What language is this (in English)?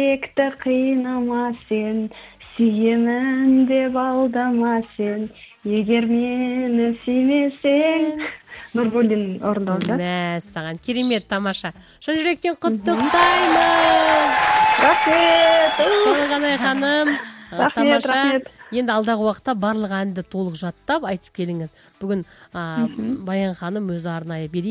Kazakh